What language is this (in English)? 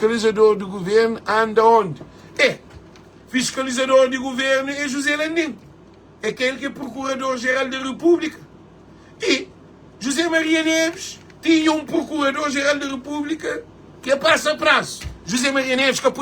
Kabuverdianu